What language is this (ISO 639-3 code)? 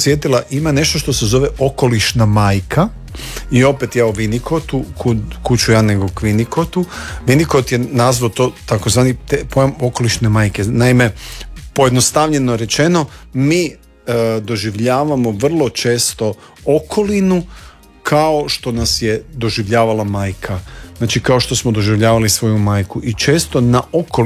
hrv